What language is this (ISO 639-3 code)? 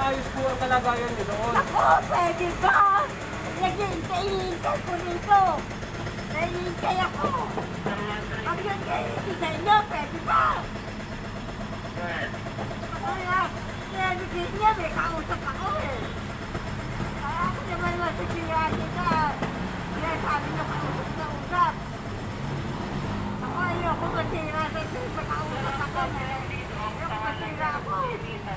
fil